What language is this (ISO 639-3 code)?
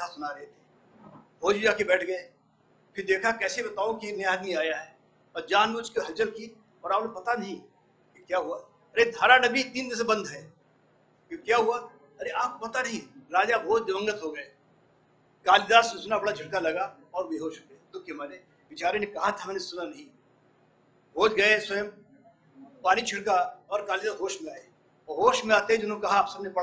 hin